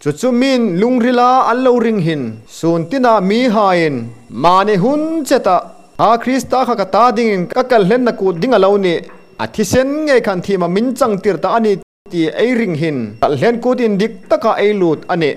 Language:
Hmar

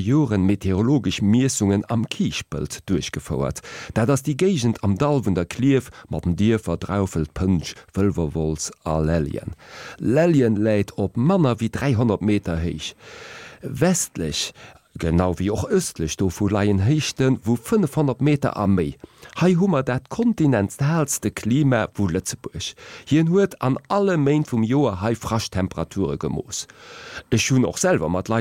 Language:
Luxembourgish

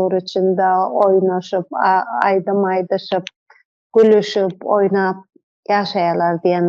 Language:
Turkmen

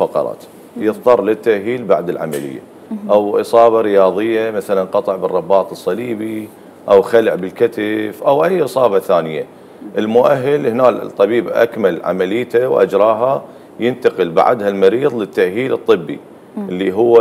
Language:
Mesopotamian Arabic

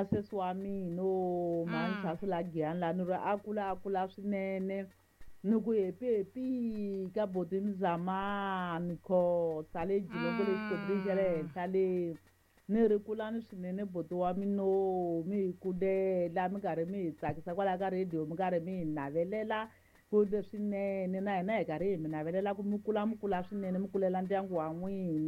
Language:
Tsonga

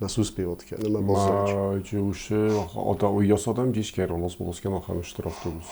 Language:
Ossetic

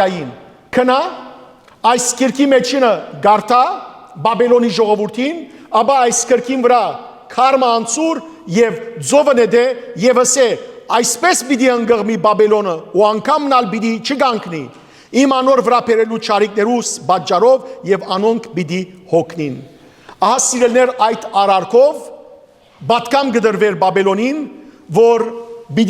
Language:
Western Armenian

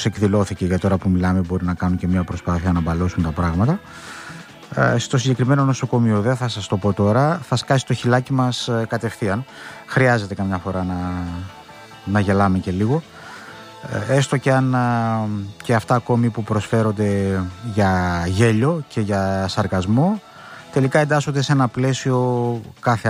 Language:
Greek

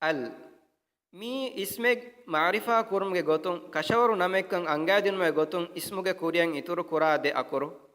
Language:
Divehi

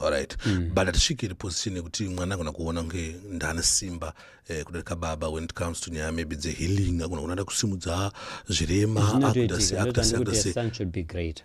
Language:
Shona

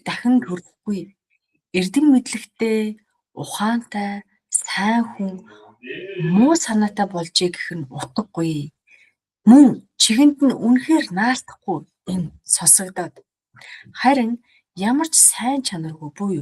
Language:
Mongolian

